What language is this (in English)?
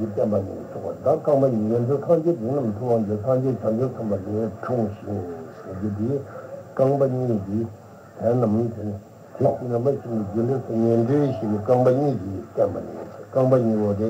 Tibetan